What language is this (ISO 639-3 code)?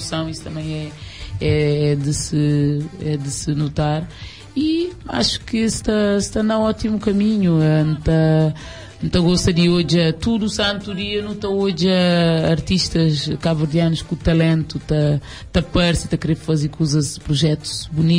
kea